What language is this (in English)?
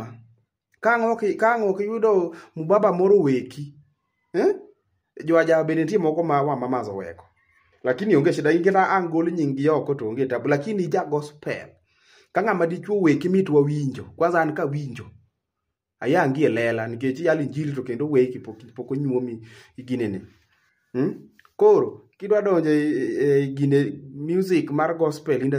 Luo (Kenya and Tanzania)